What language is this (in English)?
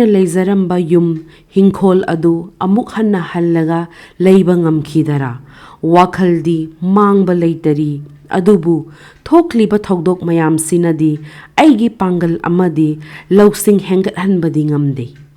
Manipuri